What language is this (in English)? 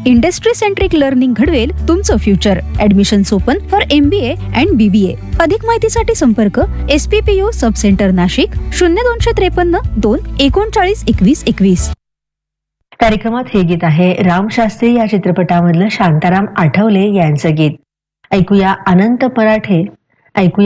Marathi